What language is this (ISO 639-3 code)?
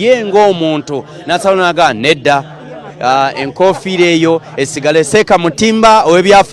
lug